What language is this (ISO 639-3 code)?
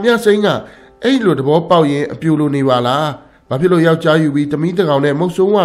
mya